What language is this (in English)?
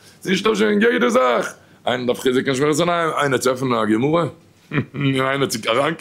Yiddish